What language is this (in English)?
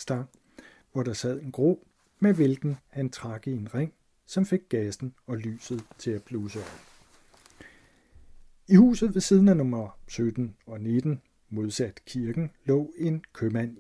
Danish